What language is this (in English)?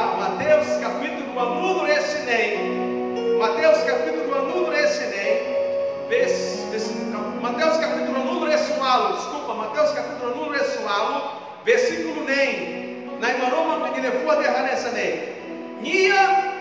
Tetum